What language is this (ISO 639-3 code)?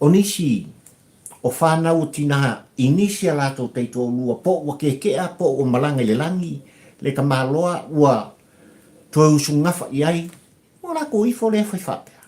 smo